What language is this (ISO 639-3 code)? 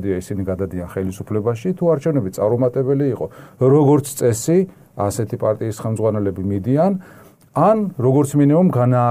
kat